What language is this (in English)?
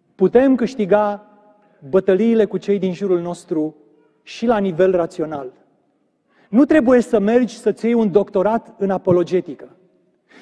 Romanian